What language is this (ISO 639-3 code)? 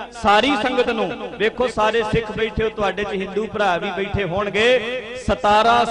pan